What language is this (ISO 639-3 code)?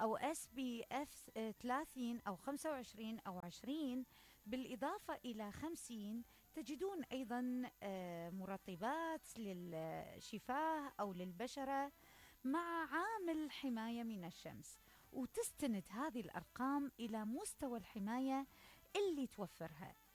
acm